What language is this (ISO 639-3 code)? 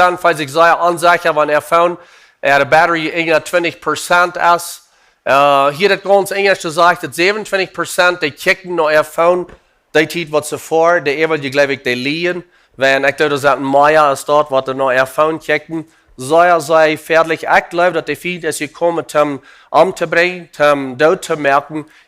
pdt